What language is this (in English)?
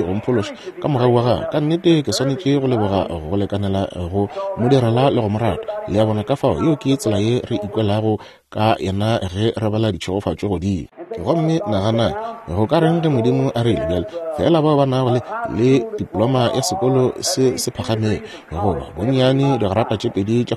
Northern Sotho